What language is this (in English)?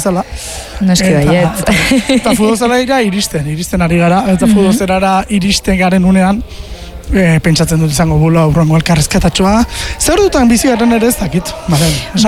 Basque